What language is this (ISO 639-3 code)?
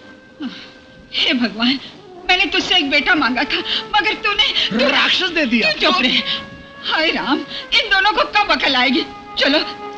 hin